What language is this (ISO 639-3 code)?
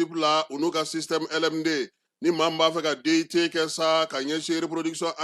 bam